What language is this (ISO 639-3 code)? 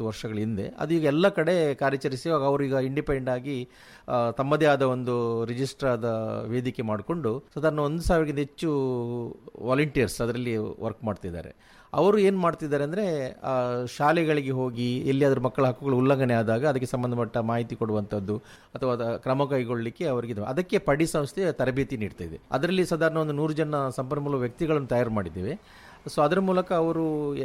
kan